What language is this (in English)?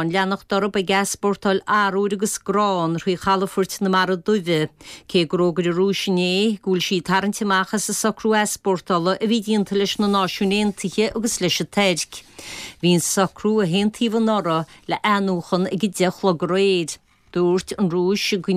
Irish